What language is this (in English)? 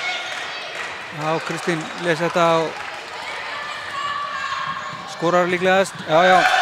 Icelandic